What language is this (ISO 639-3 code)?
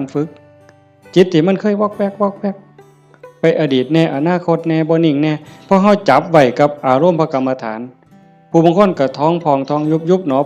lao